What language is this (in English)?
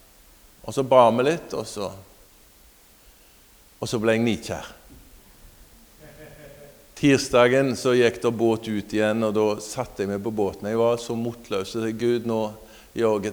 Norwegian